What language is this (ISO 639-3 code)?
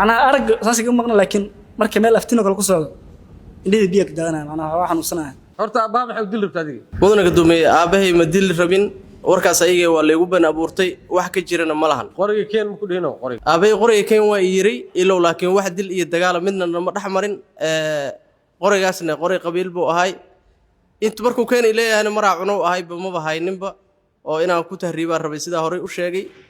som